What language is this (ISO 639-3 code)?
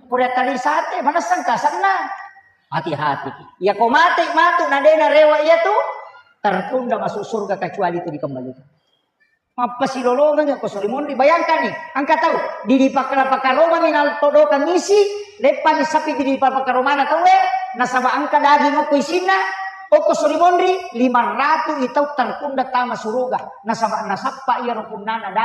bug